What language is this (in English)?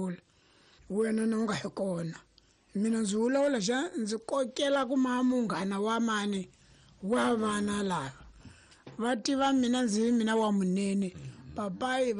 Tsonga